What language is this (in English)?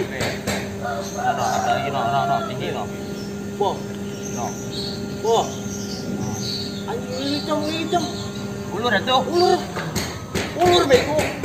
Betawi